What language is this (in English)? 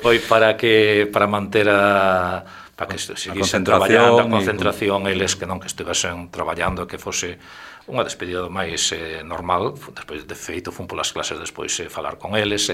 Galician